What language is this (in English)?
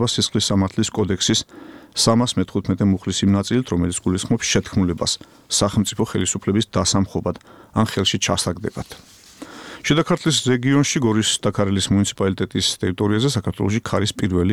Georgian